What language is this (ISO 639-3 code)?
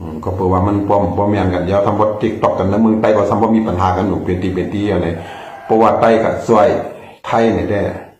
shn